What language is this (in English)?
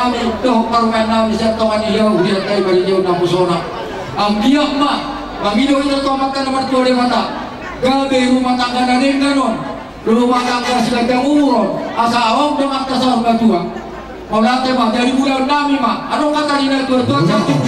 Batak Toba